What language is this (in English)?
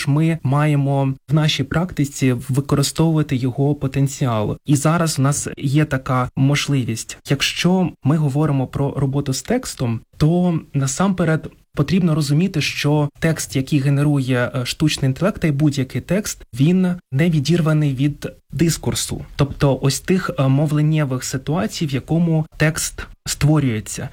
Ukrainian